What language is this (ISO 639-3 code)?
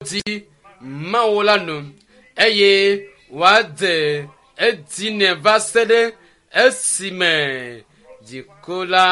ewe